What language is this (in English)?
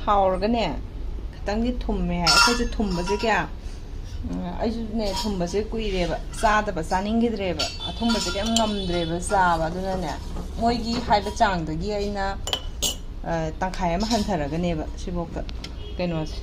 Manipuri